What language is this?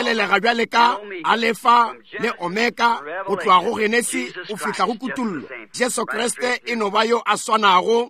Northern Sotho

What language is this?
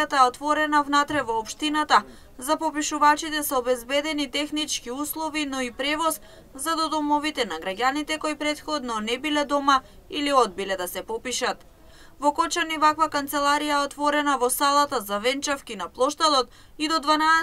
Macedonian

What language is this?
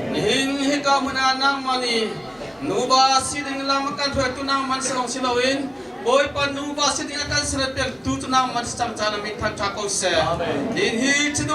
Hakha Chin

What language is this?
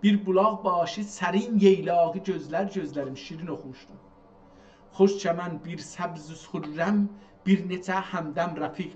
South Azerbaijani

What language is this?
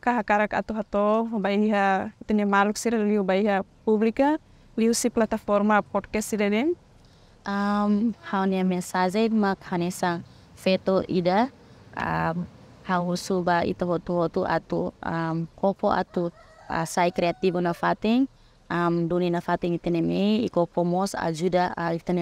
Tetum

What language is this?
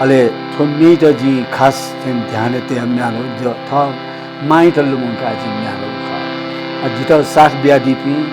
Newari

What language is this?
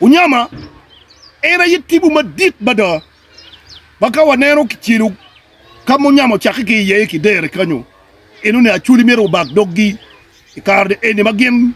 Acoli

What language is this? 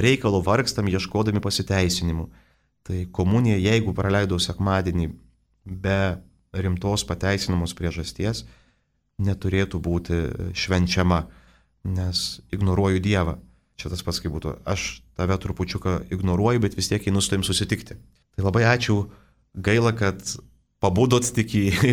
Lithuanian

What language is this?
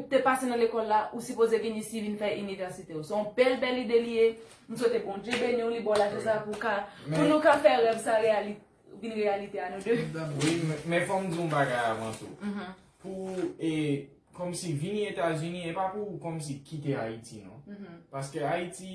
Haitian Creole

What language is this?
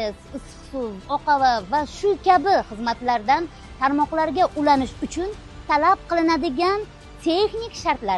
Uzbek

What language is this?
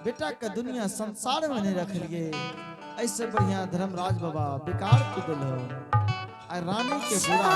Angika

